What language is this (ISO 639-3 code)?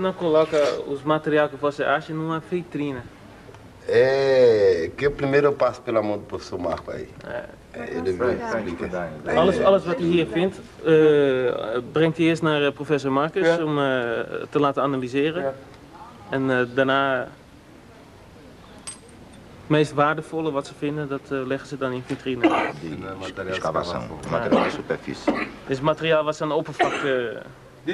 nld